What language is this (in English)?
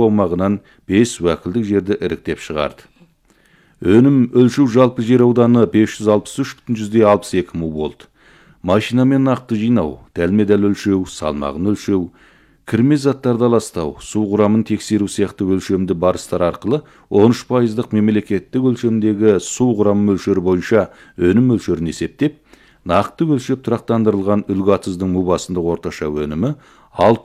Kazakh